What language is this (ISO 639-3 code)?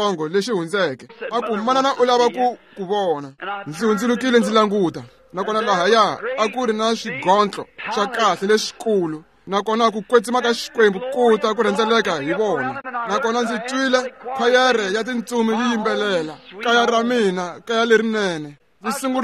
tso